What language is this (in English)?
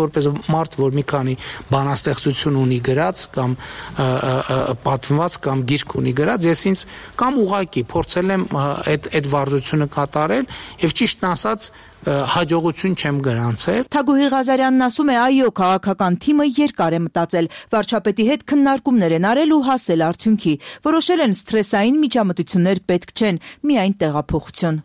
Armenian